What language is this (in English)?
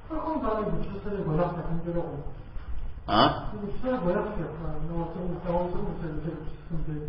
Kabardian